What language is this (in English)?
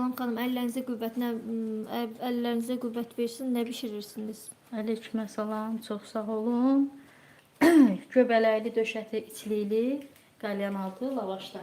Azerbaijani